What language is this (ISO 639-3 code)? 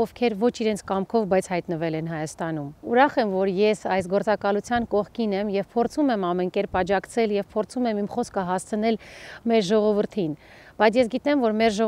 hye